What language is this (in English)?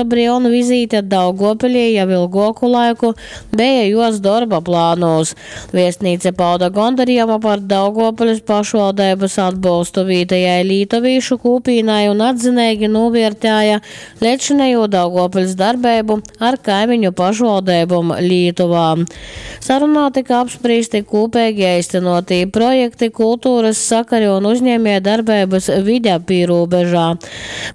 Latgalian